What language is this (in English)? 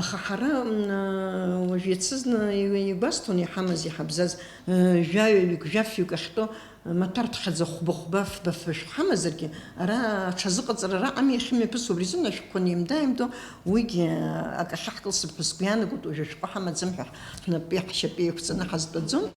Abkhazian